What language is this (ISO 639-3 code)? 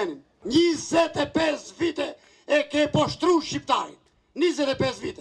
sqi